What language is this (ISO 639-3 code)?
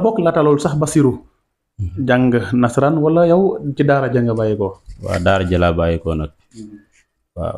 wol